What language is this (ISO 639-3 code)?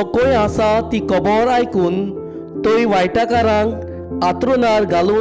kok